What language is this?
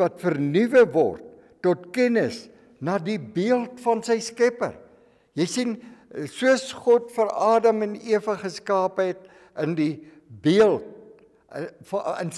Afrikaans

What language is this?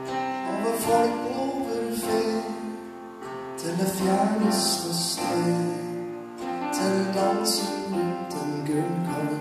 Norwegian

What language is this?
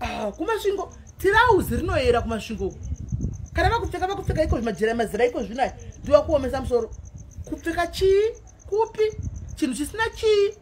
Shona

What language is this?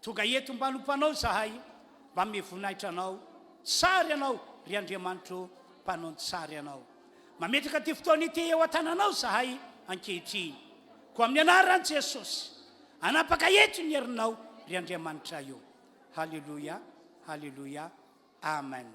Malagasy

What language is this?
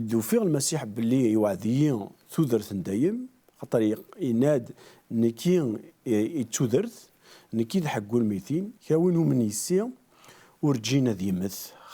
Kabyle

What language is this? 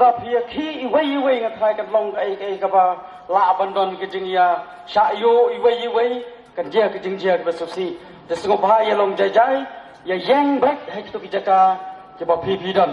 Khasi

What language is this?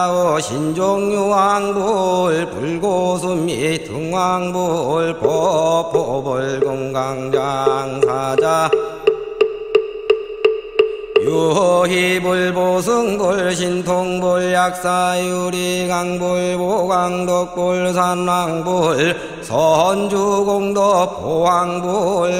Korean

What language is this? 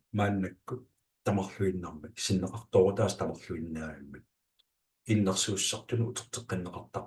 Kalaallisut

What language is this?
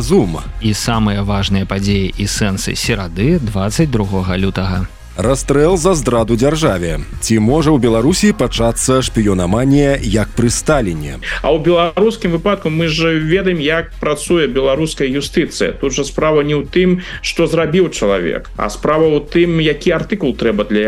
Belarusian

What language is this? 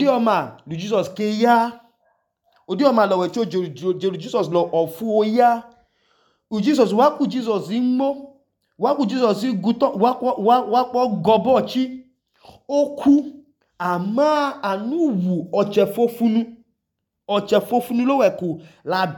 Idoma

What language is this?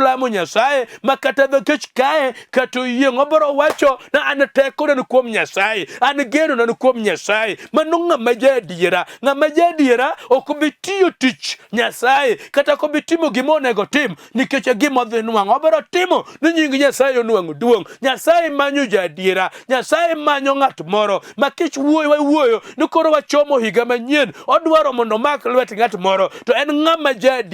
Luo (Kenya and Tanzania)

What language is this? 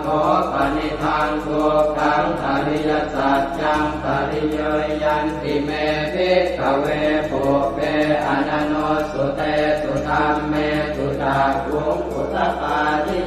Pali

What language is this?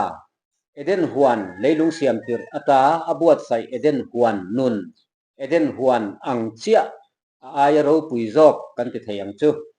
Mizo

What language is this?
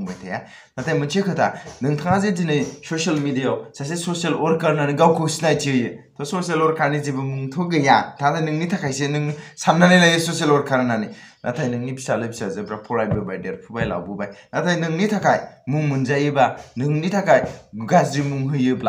Bodo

